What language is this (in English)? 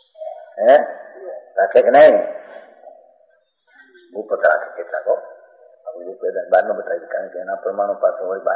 Gujarati